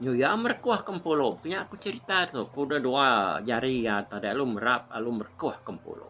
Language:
Iban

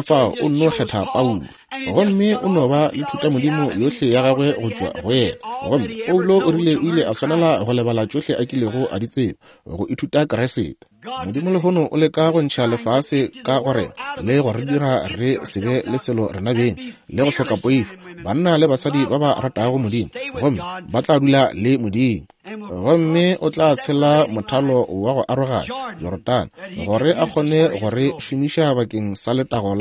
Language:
Northern Sotho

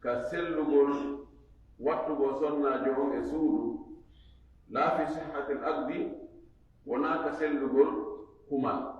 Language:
Fula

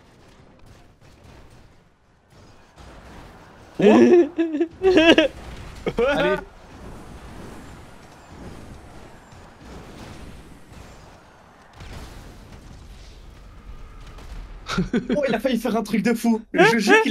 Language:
French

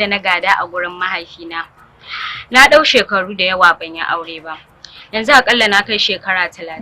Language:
Hausa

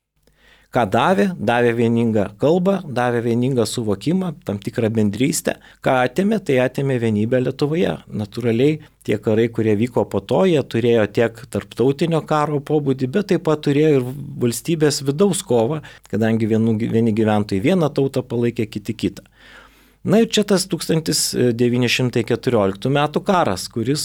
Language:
Lithuanian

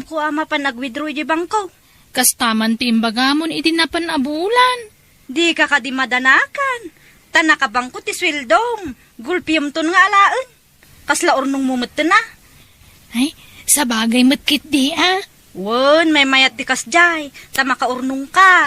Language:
Iloko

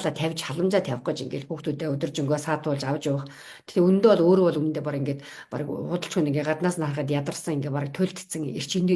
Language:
Mongolian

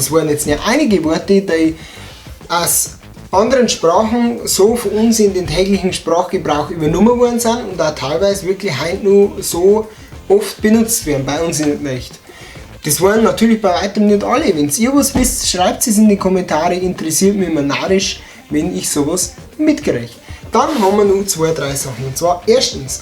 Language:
Bavarian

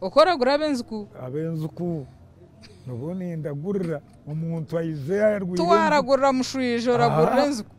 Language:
Nyankole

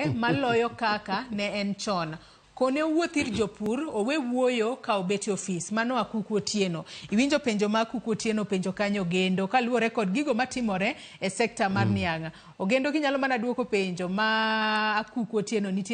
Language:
Luo (Kenya and Tanzania)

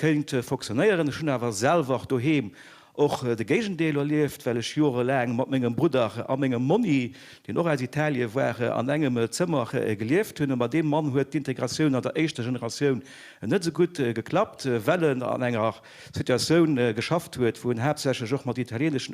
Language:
Luxembourgish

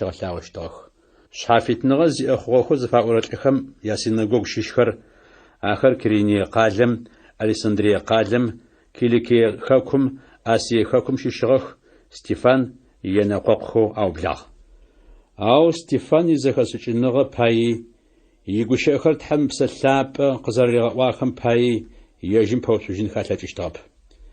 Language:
Adyghe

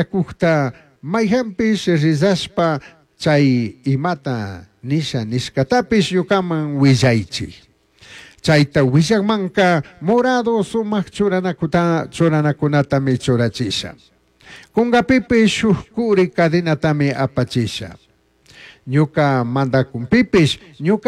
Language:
Chimborazo Highland Quichua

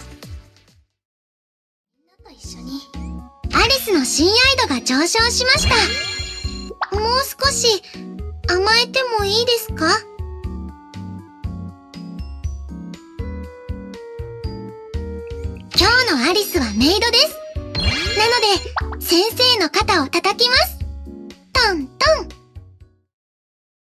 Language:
Japanese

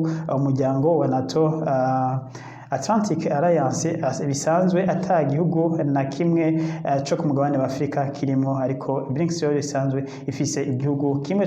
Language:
Rundi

